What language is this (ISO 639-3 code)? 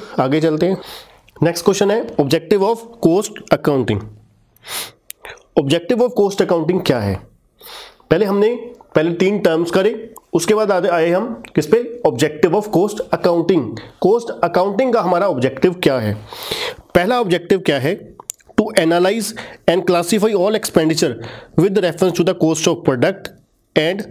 hin